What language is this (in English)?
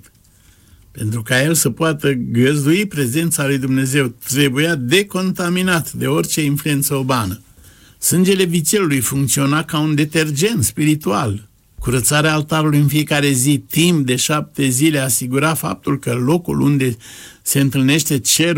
Romanian